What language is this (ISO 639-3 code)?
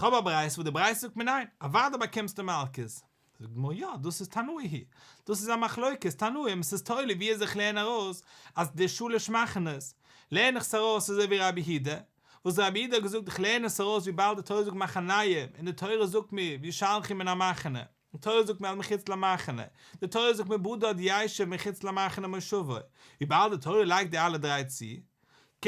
yid